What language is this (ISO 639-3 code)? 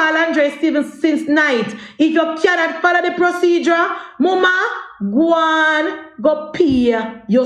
jam